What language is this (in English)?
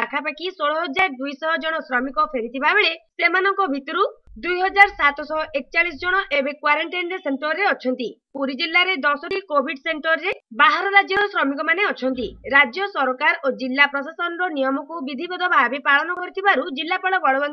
Odia